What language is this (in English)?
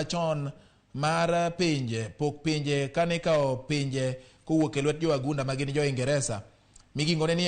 Luo (Kenya and Tanzania)